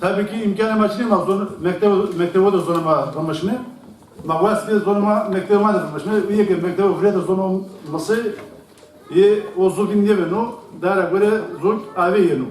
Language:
Zaza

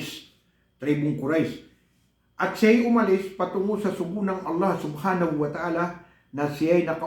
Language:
Maranao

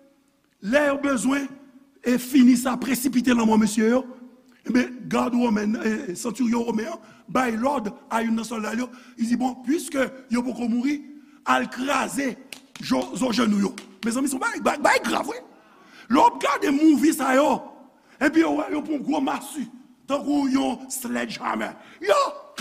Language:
Haitian Creole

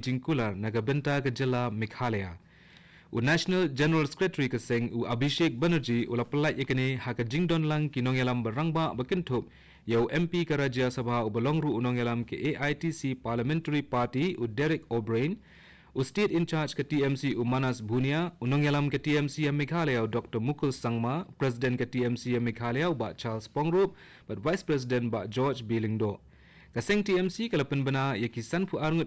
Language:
Khasi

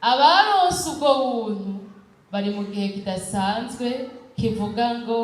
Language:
Rundi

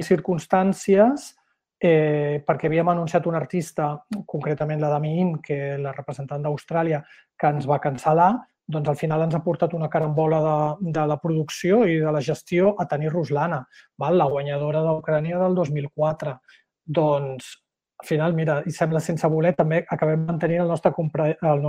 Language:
Catalan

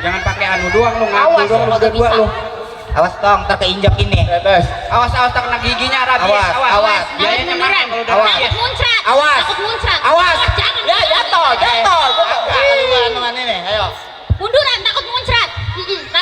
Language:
Betawi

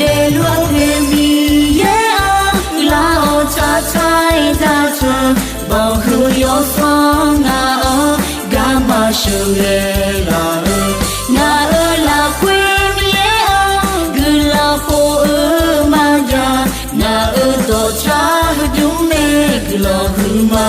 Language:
Akha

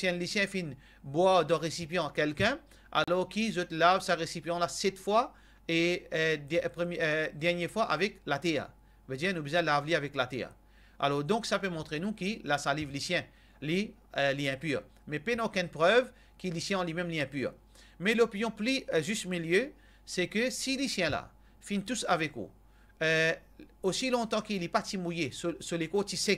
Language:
Morisyen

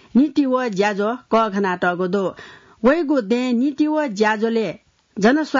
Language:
Newari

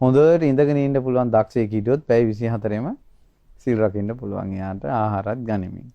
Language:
Sinhala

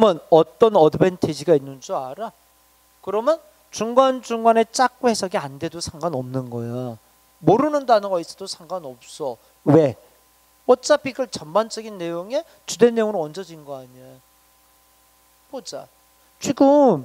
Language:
Korean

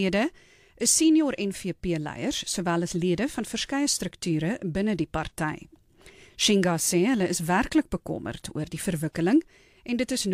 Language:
Afrikaans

